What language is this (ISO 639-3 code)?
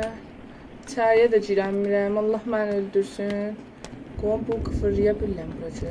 azb